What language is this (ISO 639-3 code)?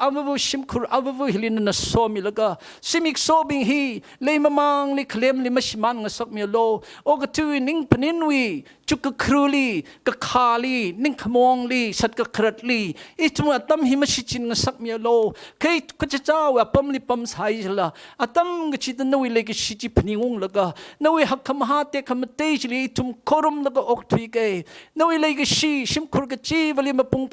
nmf